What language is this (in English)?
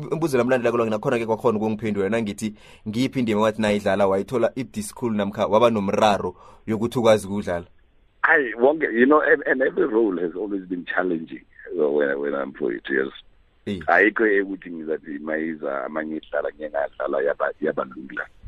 South Ndebele